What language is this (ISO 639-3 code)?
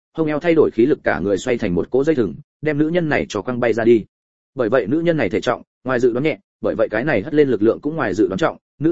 vie